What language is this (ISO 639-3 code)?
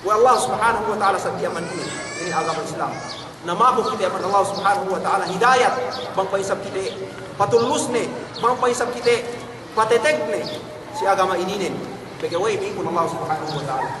yka